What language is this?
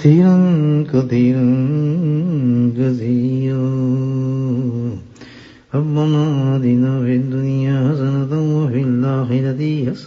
Urdu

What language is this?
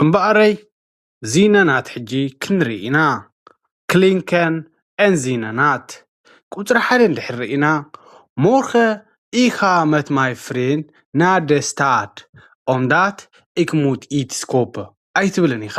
Tigrinya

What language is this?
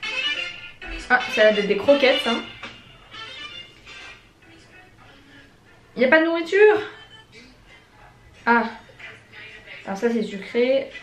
French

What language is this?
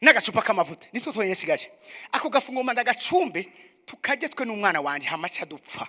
Rundi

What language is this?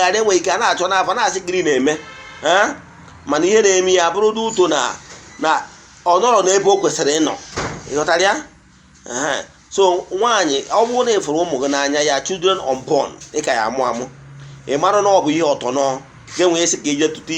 Igbo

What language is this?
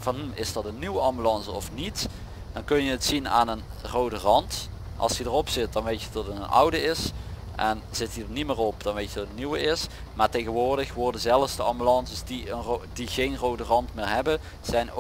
Dutch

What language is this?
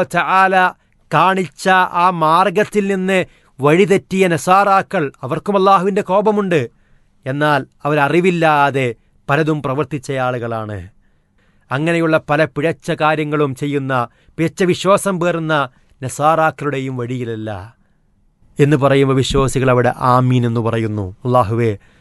Malayalam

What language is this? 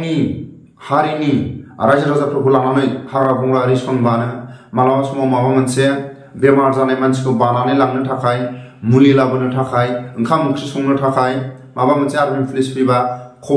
Bodo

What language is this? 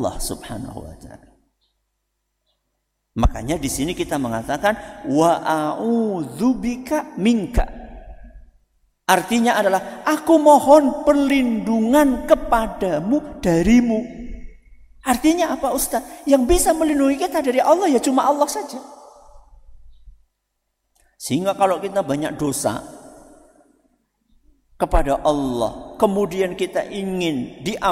Indonesian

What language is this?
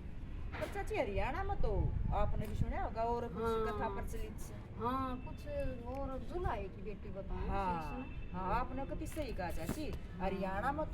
Haryanvi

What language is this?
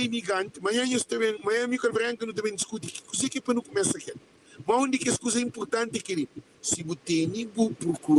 Kabuverdianu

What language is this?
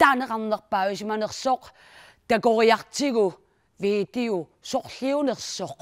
Kalaallisut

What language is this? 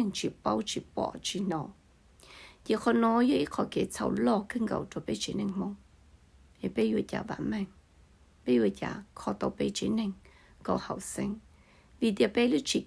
Hmong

